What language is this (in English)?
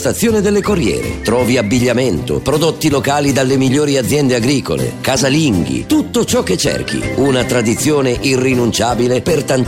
Italian